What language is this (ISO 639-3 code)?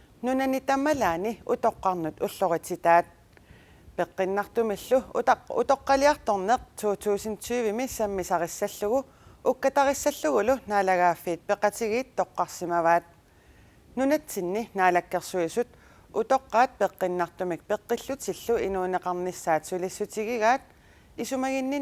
kal